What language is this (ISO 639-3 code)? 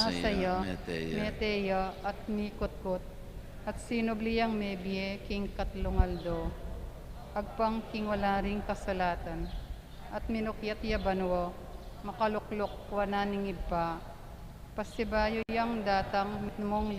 pam